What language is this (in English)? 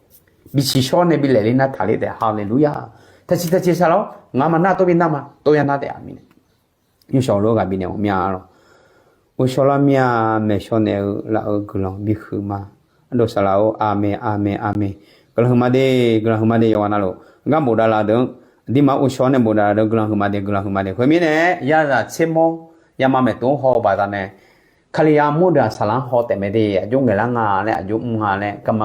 Akha